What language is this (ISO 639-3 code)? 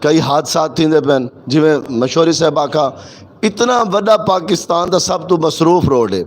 lah